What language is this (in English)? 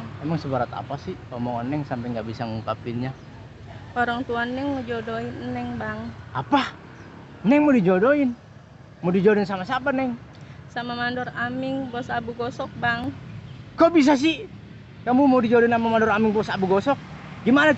Betawi